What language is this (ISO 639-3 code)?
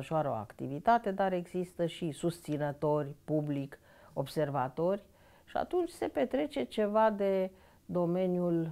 ron